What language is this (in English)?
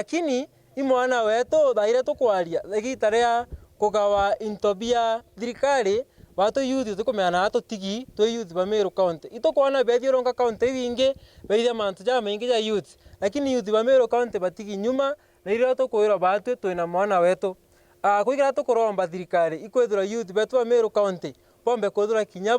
Meru